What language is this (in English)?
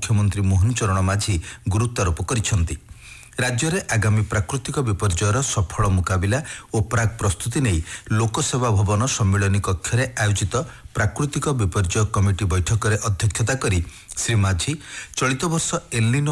Odia